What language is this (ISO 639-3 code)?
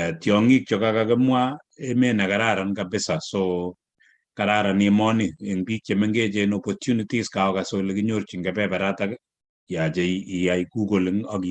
kln